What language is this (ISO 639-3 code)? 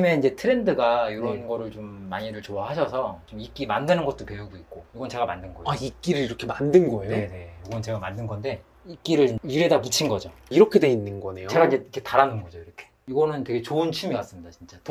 kor